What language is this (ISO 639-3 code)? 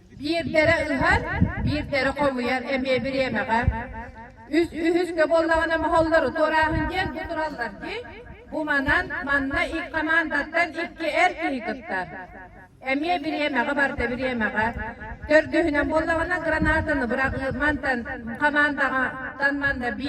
sah